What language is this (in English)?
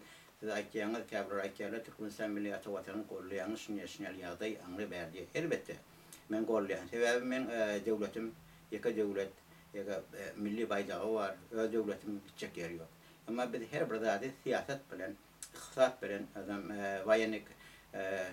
Turkmen